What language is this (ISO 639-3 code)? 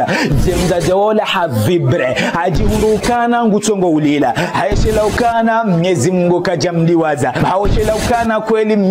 zdj